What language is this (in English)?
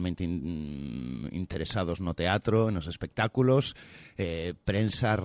Galician